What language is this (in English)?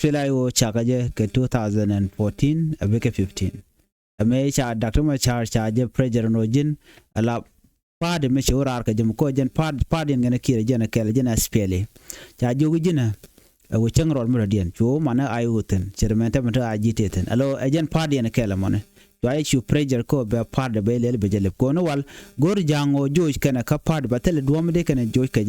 Nuer